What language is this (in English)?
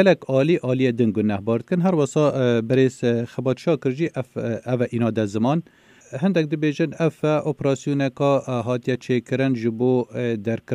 Kurdish